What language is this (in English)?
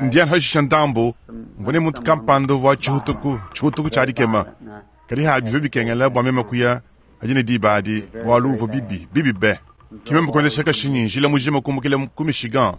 Luba-Lulua